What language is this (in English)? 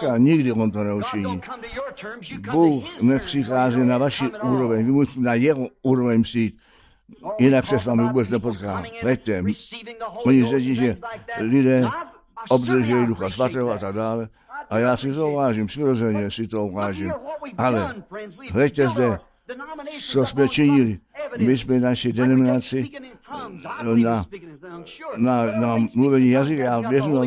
Czech